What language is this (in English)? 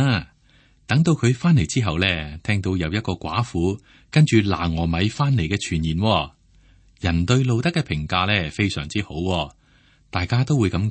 Cantonese